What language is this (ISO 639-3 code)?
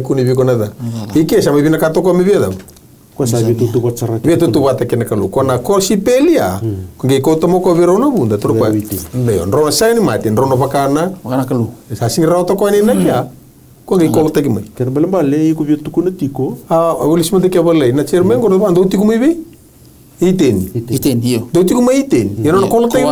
fij